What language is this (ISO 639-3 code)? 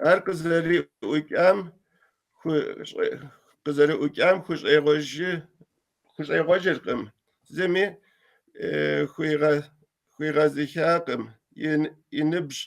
kbd